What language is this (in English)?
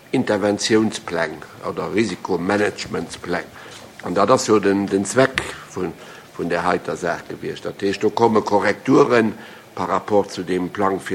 Luxembourgish